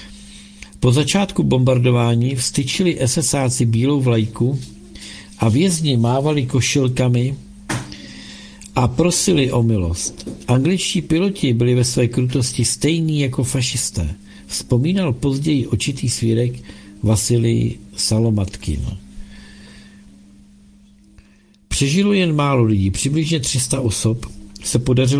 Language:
Czech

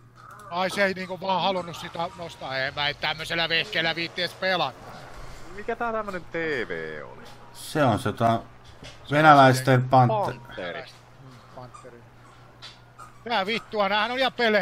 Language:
Finnish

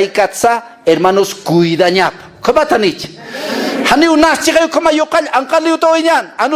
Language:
Aymara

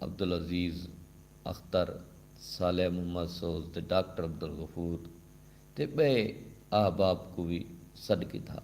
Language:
Saraiki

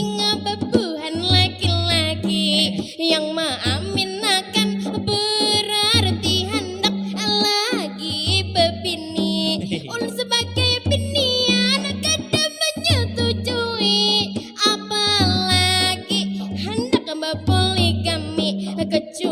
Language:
Banjar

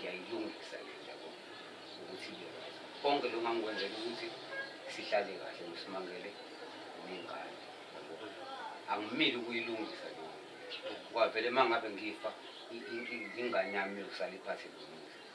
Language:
Zulu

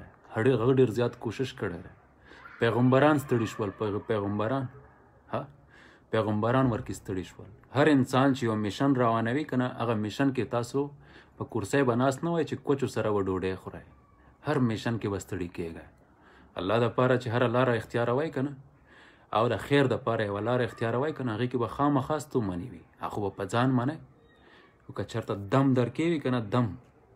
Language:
Pashto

